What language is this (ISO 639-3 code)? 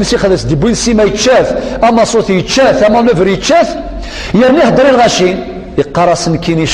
kab